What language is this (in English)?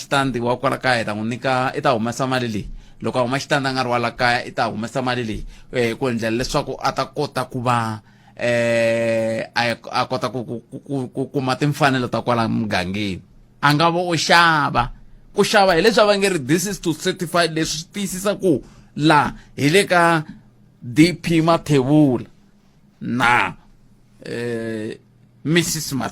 Tsonga